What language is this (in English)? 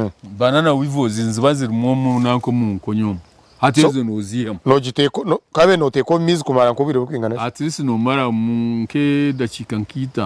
Nyankole